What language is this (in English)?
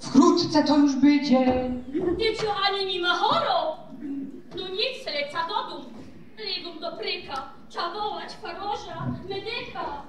Silesian